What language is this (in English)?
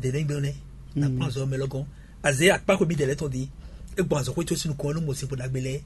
Fon